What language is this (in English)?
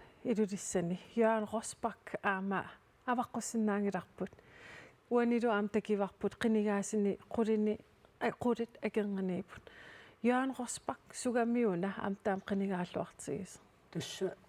Kalaallisut